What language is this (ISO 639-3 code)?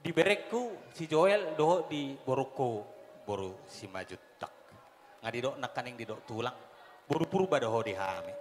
bbc